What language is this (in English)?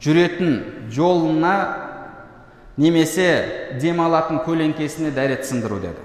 Kazakh